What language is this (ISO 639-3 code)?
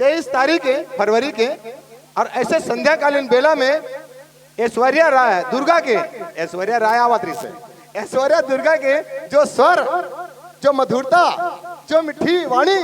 hne